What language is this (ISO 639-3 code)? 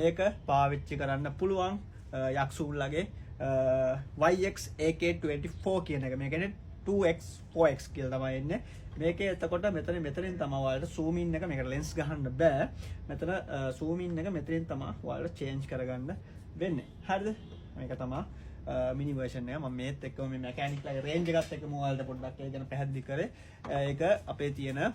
sin